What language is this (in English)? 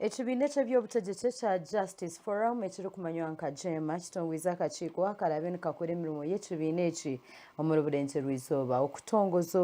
Nyankole